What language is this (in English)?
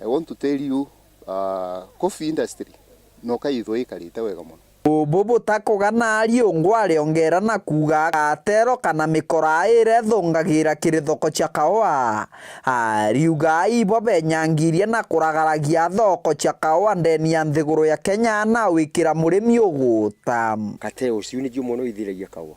Meru